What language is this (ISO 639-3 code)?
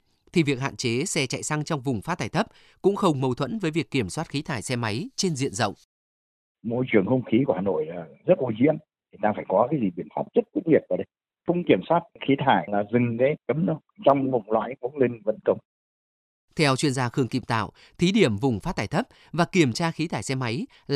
vie